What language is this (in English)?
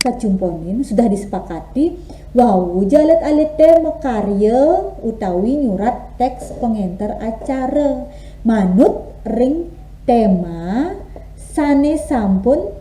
Balinese